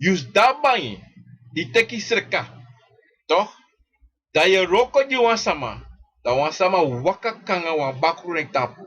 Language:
Sranan Tongo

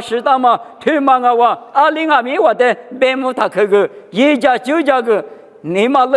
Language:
Lisu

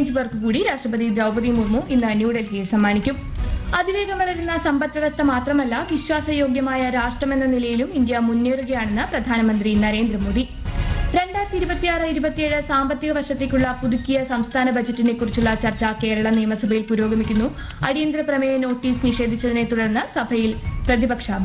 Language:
Malayalam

